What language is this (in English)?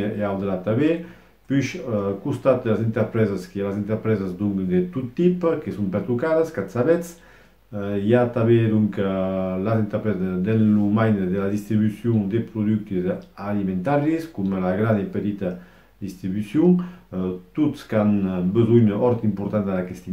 Occitan